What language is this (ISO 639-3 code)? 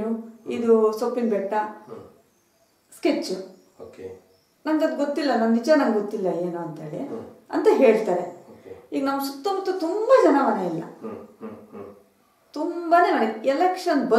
kan